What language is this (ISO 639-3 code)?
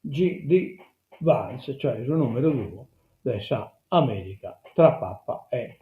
srd